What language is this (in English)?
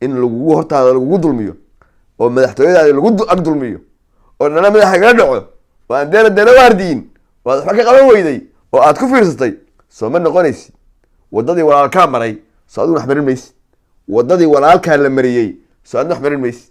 Somali